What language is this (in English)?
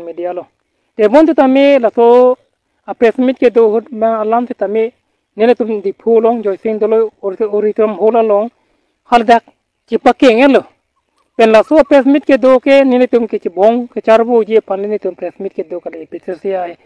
Karbi